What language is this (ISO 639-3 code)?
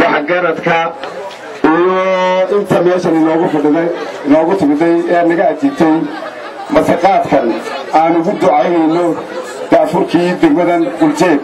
som